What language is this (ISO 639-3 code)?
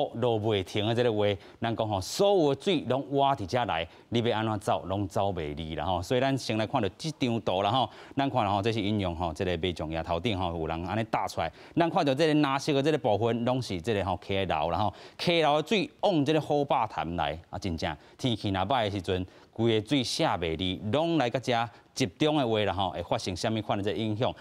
nan